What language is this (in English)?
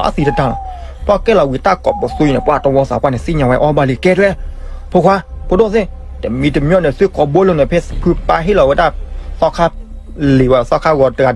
S'gaw Karen